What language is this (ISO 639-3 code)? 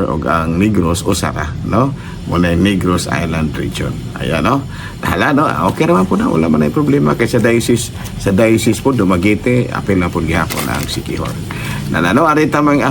ceb